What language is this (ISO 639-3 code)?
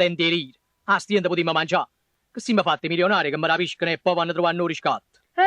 nap